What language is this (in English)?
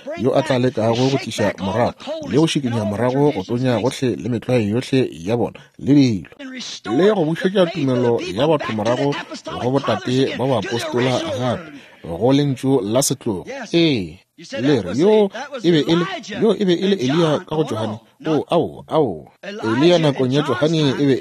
Northern Sotho